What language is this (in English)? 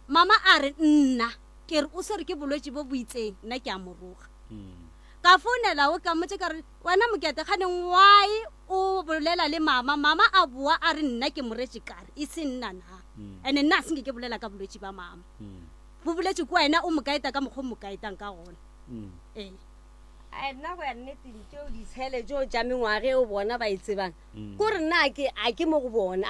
Northern Sotho